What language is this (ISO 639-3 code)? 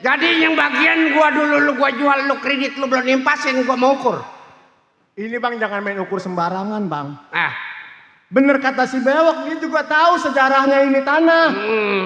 bew